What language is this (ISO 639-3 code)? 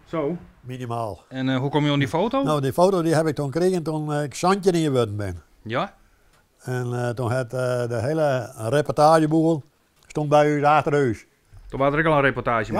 fry